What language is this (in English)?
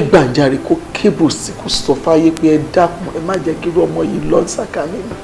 Yoruba